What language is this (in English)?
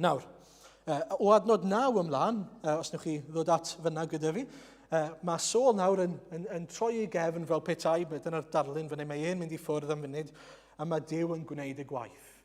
Welsh